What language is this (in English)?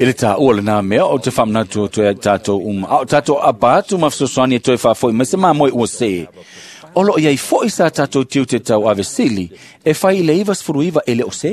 Samoan